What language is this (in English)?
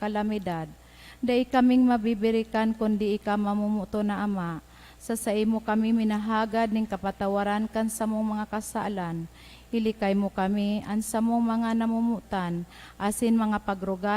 Bikol